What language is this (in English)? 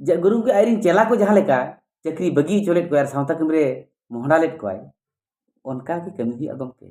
Santali